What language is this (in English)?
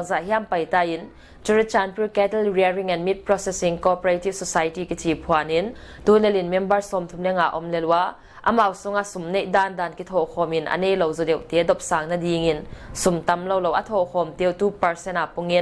Paite Chin